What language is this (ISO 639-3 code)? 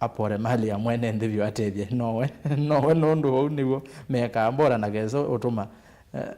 kam